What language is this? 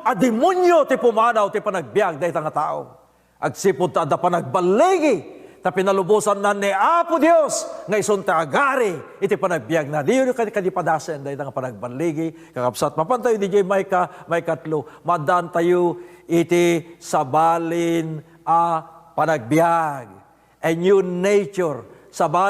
Iloko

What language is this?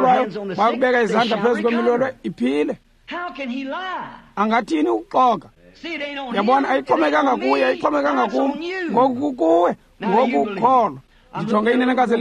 Xhosa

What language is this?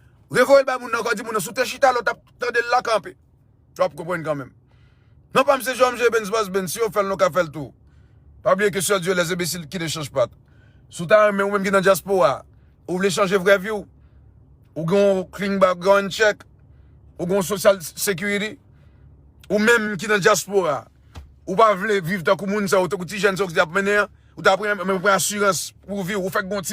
Haitian Creole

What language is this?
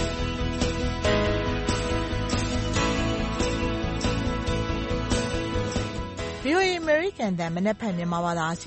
Burmese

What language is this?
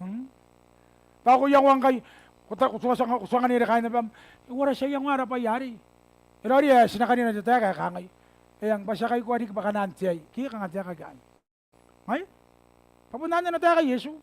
Gilbertese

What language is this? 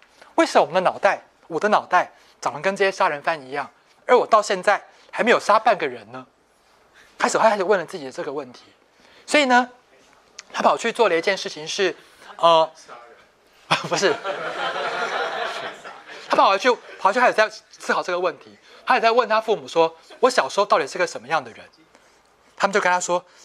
Chinese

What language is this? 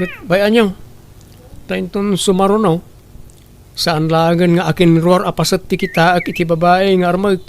Iloko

